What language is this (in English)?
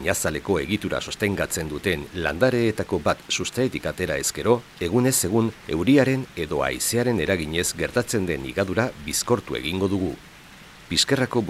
Basque